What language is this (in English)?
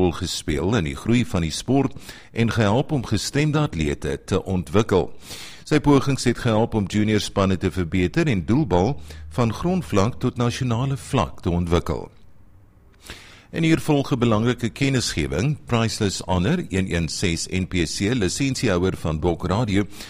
Afrikaans